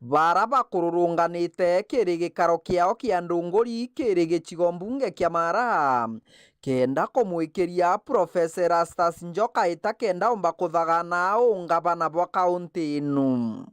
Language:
Meru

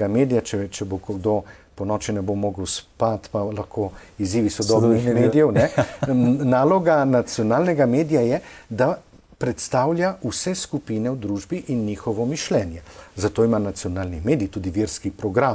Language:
Slovenian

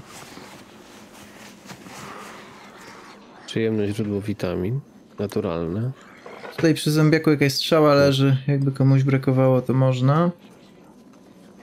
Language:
Polish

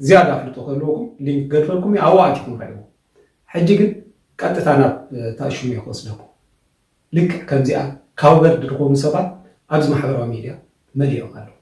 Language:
Tigrinya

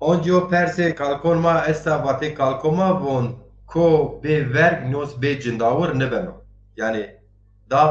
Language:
Zaza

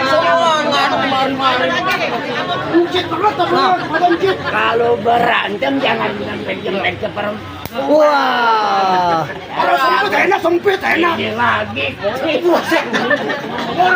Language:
Betawi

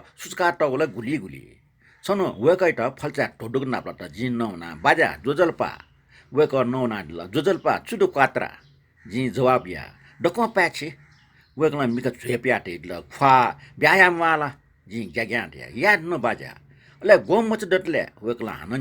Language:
Newari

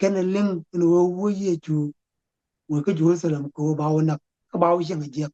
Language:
Nuer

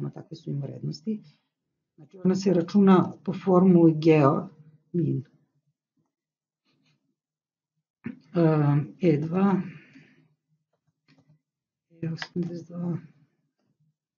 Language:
Serbian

